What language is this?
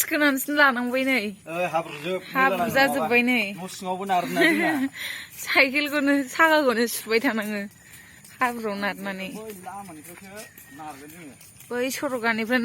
Bodo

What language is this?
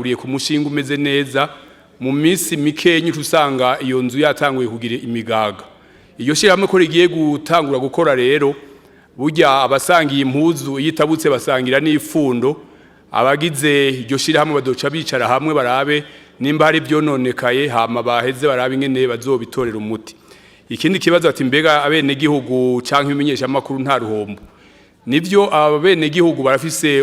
Rundi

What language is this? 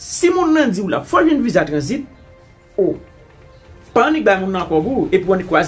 Haitian Creole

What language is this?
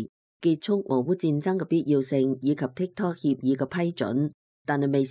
Cantonese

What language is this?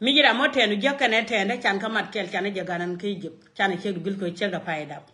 Nuer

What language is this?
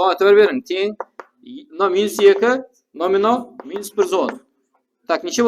Kara-Kalpak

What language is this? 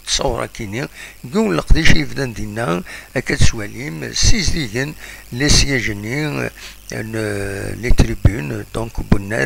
Kabyle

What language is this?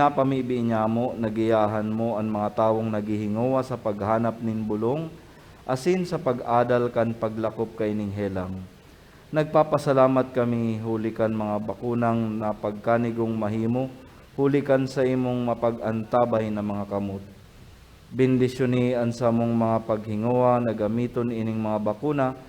Bikol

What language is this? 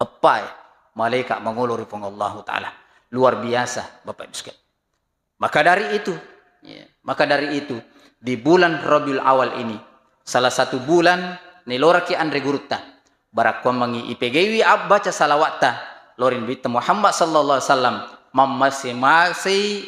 Buginese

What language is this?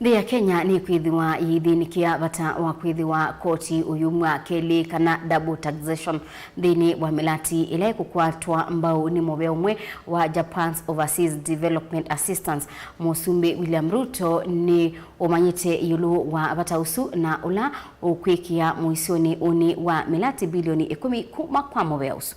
Kamba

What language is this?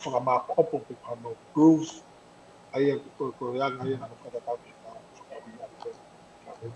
Tongan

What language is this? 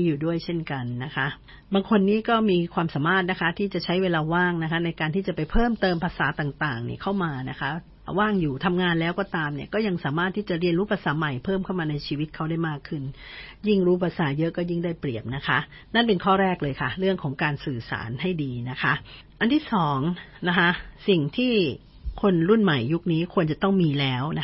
Thai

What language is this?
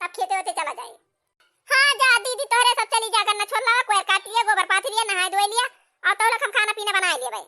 Awadhi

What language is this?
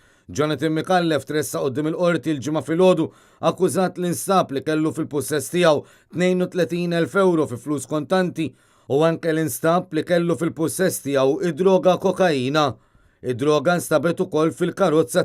Maltese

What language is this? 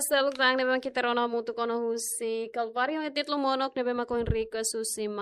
Tetum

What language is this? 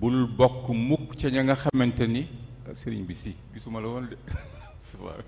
Wolof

